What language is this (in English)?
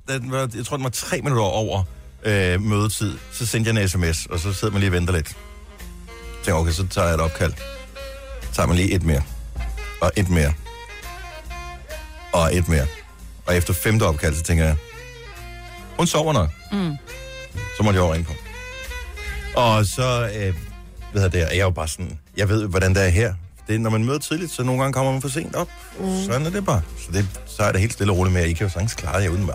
Danish